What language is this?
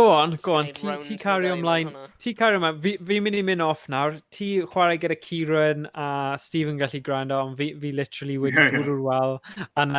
Welsh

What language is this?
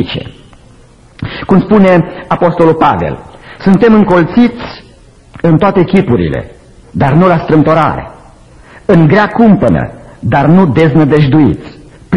Romanian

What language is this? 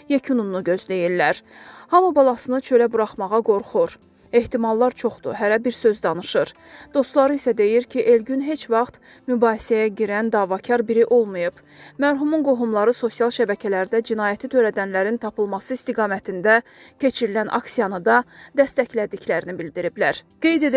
Azerbaijani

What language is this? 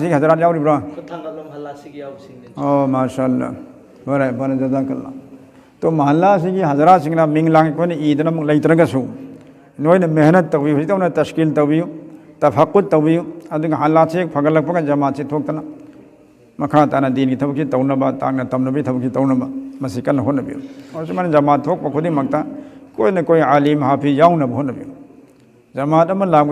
Manipuri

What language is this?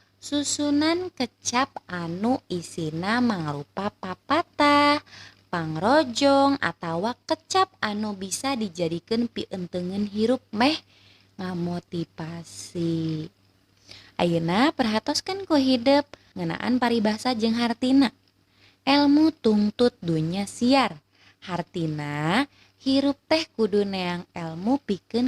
Sundanese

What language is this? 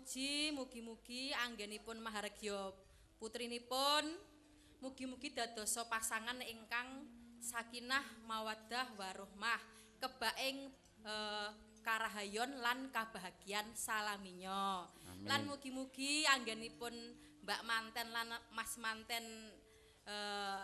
Javanese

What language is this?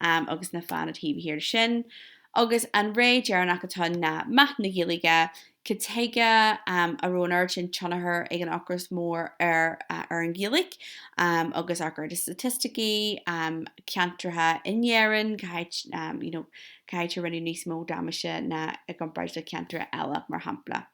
Irish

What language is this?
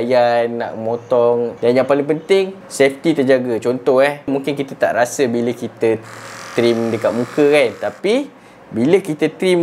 Malay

